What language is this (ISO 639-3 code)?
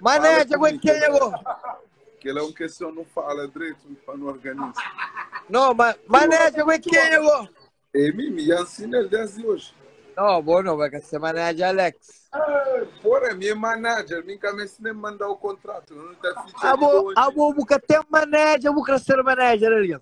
kea